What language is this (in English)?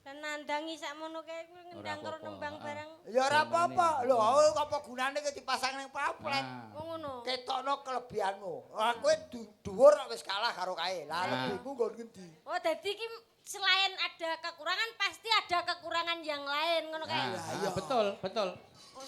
Javanese